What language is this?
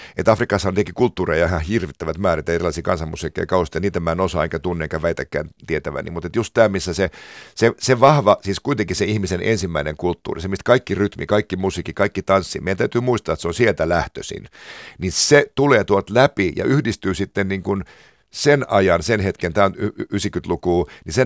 Finnish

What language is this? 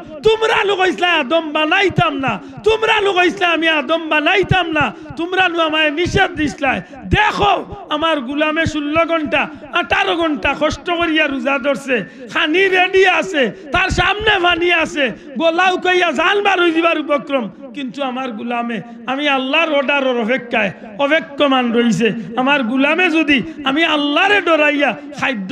Sylheti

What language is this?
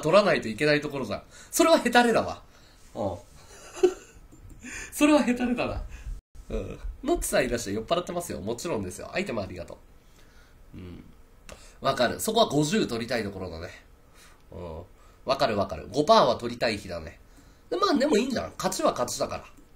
Japanese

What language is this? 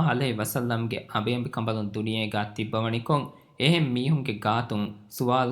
Divehi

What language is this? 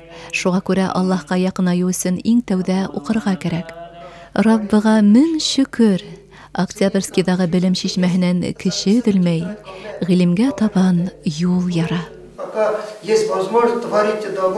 Bashkir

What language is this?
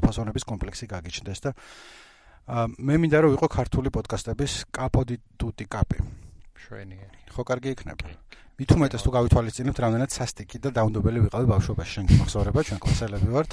Georgian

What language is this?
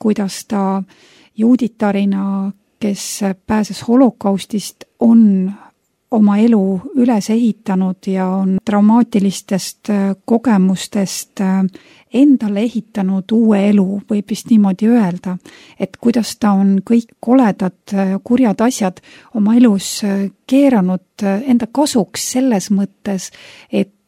Estonian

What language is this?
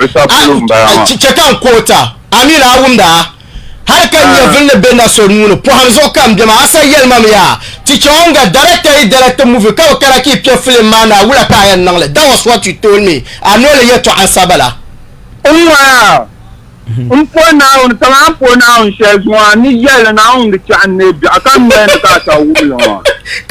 Dagbani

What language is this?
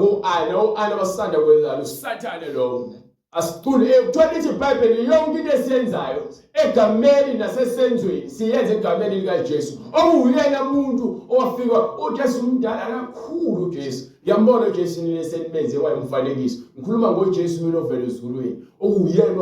Zulu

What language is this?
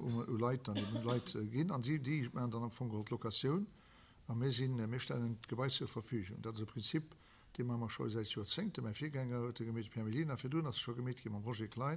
Luxembourgish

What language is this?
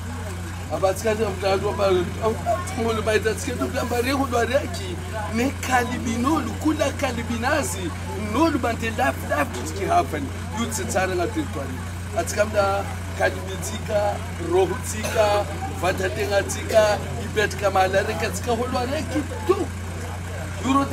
Swahili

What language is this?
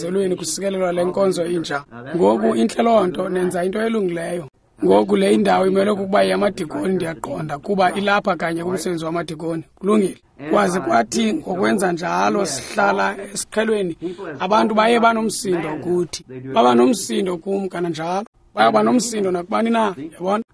Xhosa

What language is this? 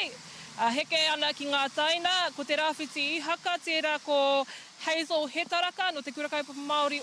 Māori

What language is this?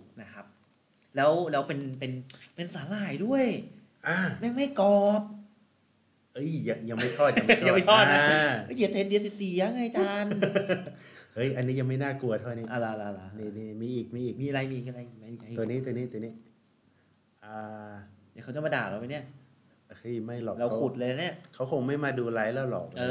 Thai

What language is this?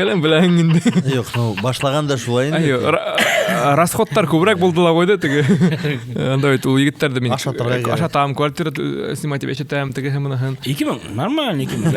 Bashkir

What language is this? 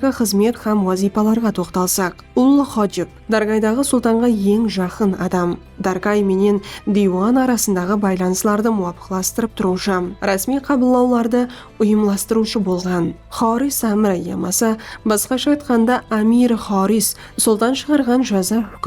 Kara-Kalpak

